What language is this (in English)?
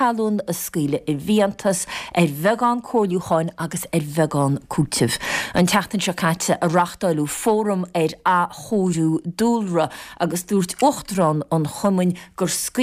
Irish